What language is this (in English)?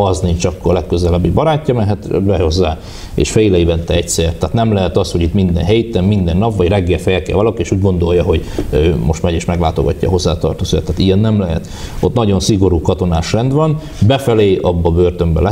Hungarian